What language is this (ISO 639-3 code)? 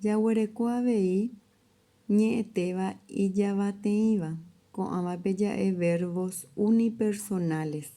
grn